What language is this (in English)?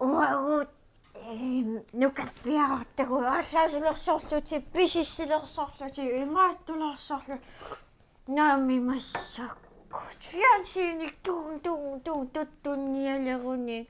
Kalaallisut